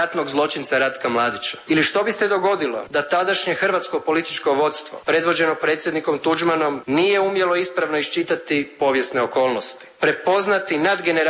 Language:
Croatian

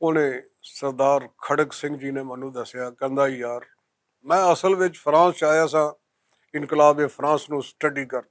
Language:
Western Panjabi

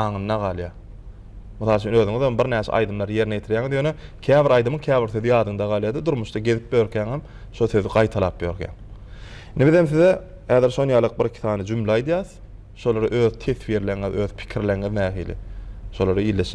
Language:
Turkmen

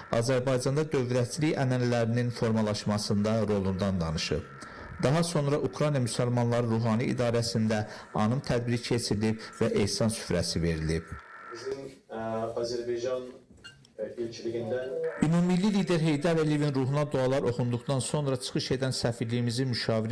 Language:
Azerbaijani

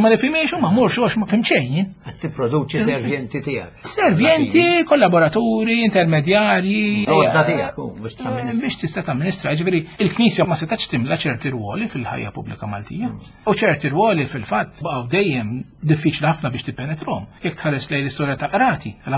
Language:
Maltese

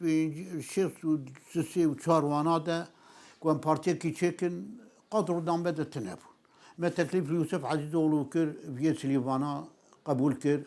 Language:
Kurdish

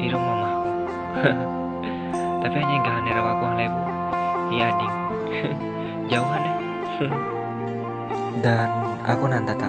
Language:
Ma'anyan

